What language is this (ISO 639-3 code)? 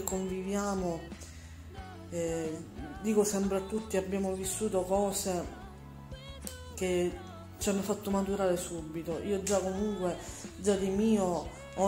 ita